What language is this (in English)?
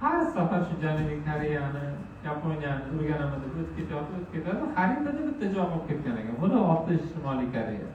Uzbek